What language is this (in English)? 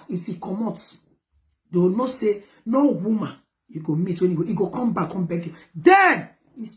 Nigerian Pidgin